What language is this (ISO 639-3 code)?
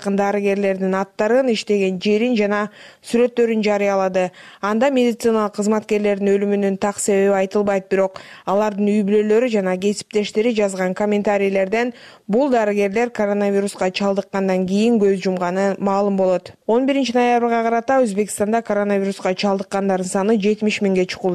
kir